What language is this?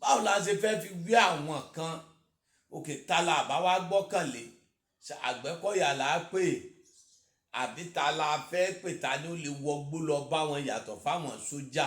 Yoruba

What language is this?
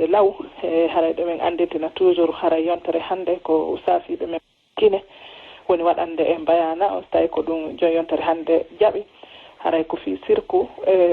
Fula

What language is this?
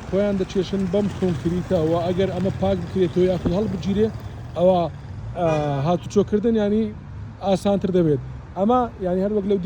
Central Kurdish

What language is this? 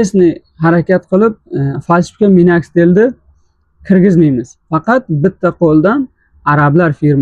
Uzbek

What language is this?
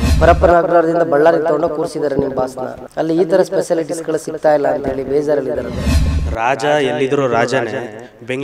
Kannada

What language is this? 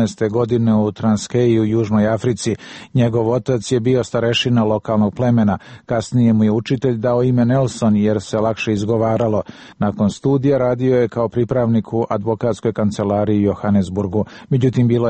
Serbian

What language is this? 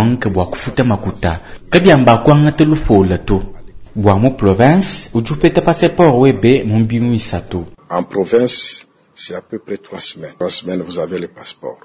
Luba-Lulua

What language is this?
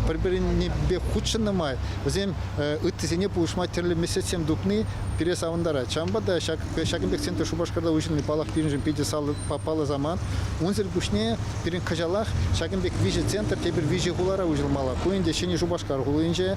Chuvash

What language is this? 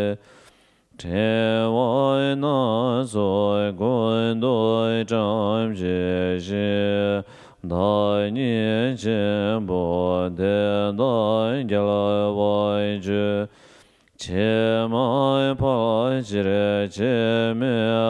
Serbian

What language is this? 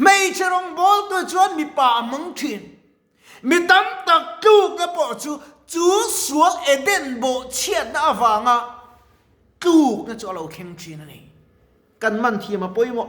Mizo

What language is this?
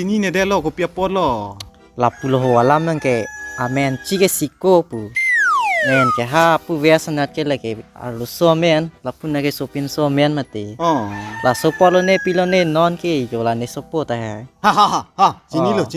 Karbi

